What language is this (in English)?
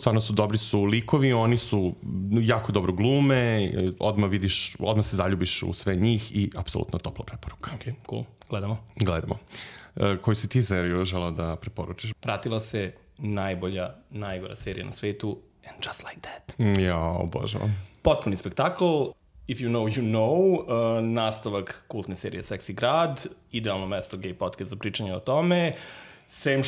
Serbian